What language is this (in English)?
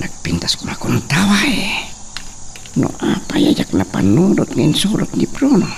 Iloko